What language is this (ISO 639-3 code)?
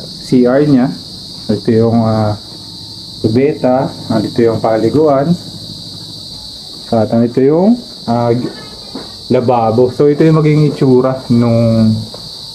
fil